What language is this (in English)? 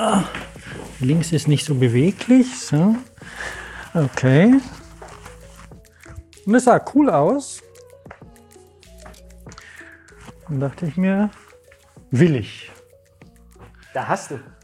German